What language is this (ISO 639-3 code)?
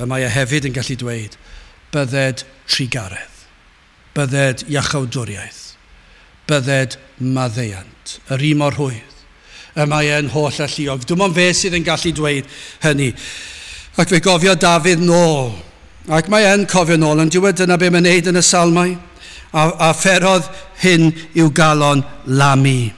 cym